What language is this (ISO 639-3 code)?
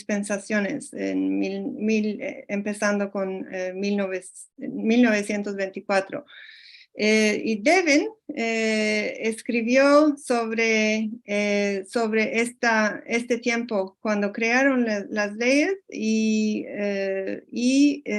lad